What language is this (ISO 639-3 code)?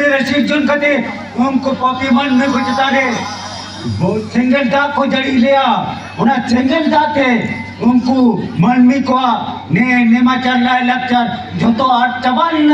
sat